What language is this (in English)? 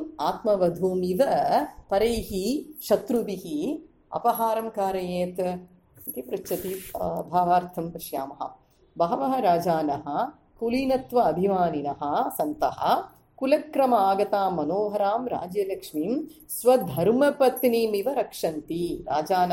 Sanskrit